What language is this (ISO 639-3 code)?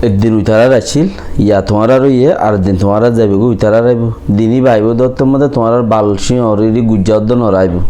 rhg